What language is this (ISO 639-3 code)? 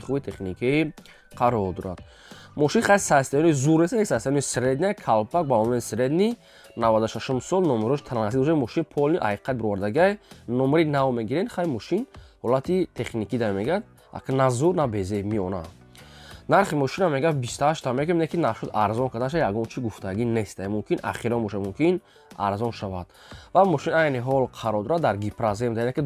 tgk